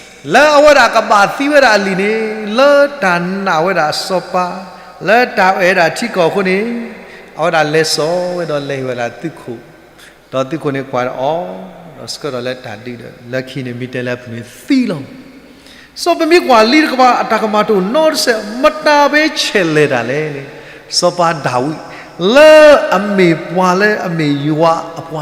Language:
S'gaw Karen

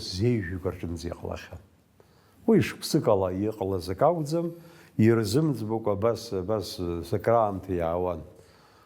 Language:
Abkhazian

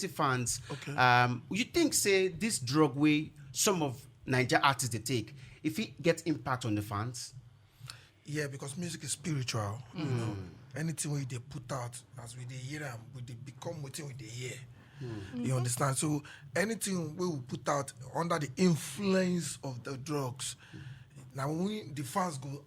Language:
Nigerian Pidgin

